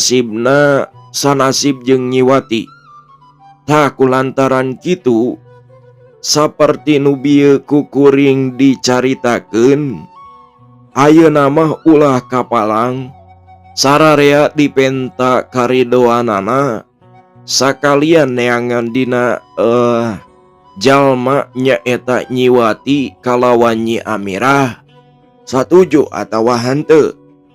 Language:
Sundanese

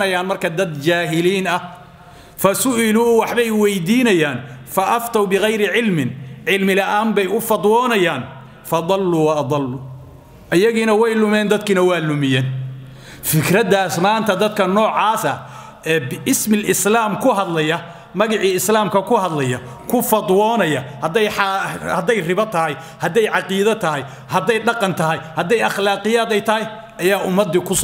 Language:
Somali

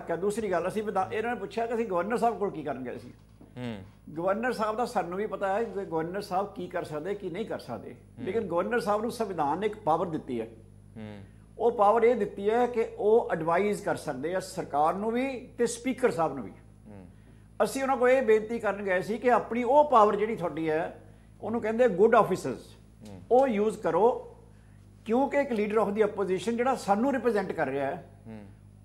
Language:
Punjabi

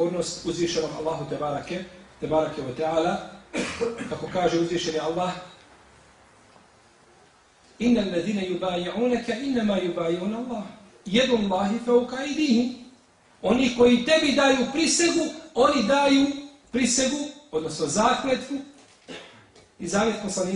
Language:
Bosnian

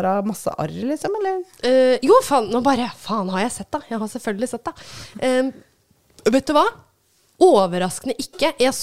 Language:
Norwegian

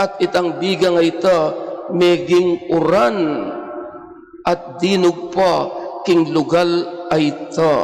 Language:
Pampanga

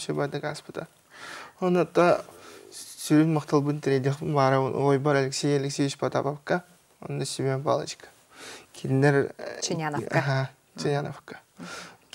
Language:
Yakut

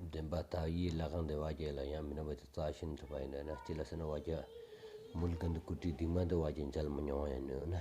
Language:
Stod Bhoti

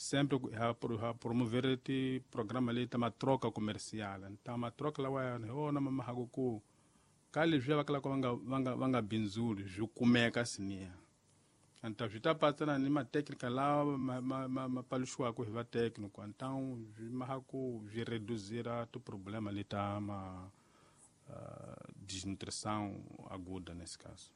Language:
Tsonga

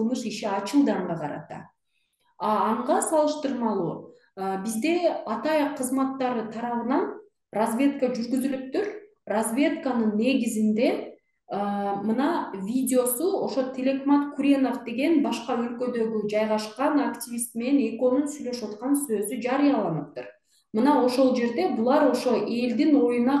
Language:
Kyrgyz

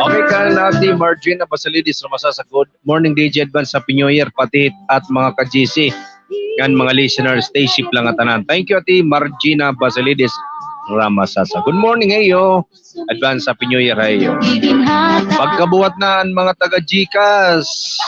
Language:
Waray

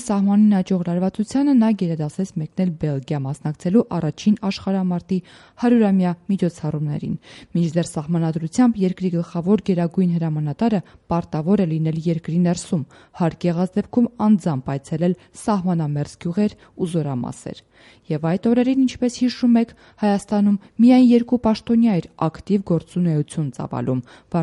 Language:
Armenian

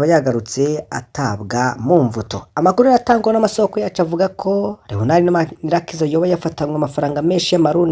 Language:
Rundi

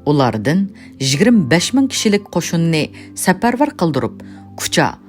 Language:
Uyghur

